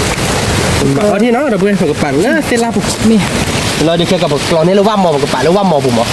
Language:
S'gaw Karen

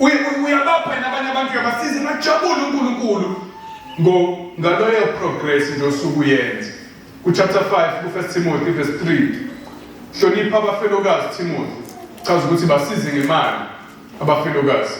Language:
Zulu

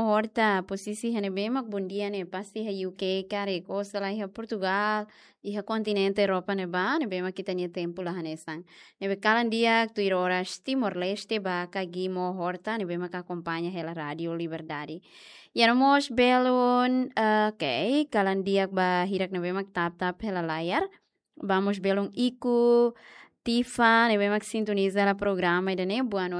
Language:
Tetum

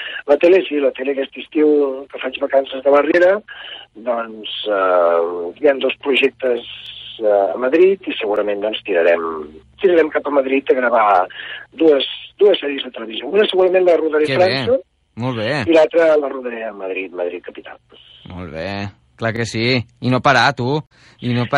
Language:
Catalan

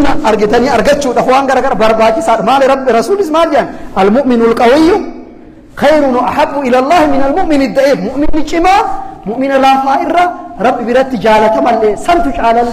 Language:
Oromo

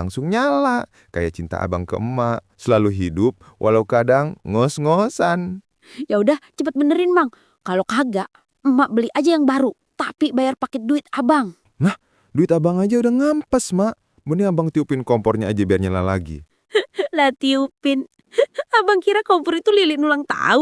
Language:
Betawi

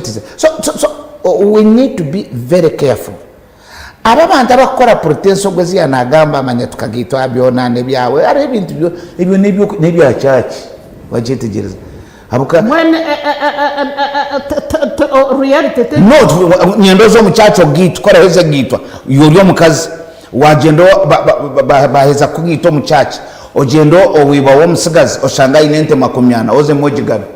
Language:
Nyankole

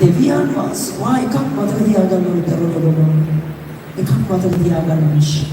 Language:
Sinhala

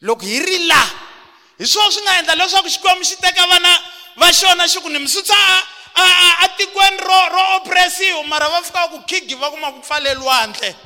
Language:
Tsonga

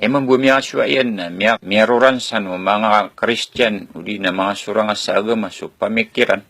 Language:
Maranao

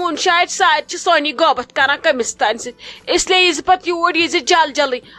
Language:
Kashmiri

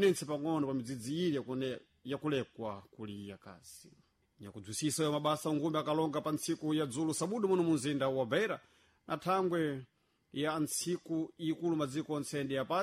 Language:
Sena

